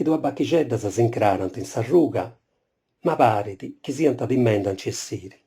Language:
Sardinian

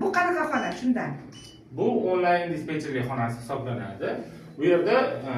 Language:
Uzbek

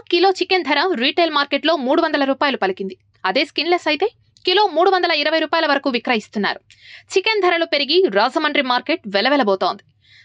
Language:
Telugu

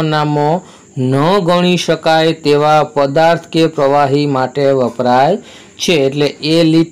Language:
Gujarati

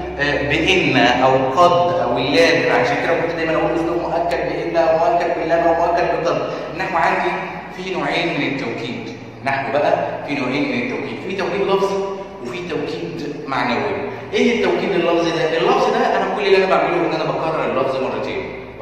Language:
Egyptian Arabic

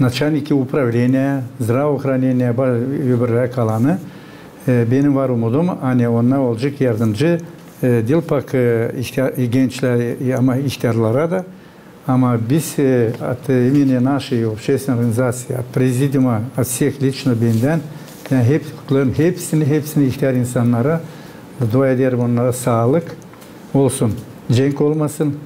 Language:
Gagauz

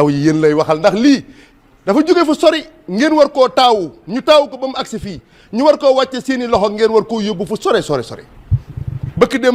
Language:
Wolof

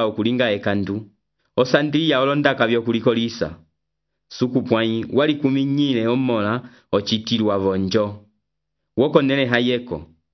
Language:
Umbundu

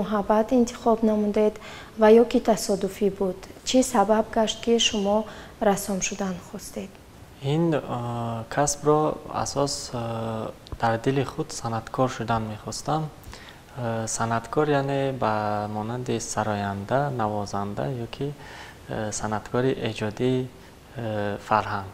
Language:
Tajik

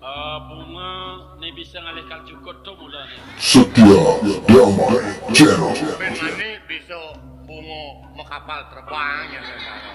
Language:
Balinese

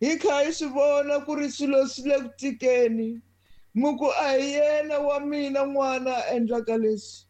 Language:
Tsonga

